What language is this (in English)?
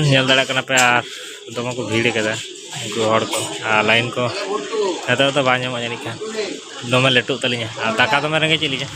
Santali